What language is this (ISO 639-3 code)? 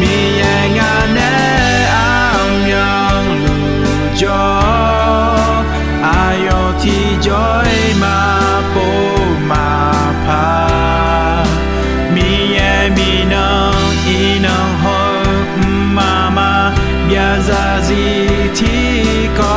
ahk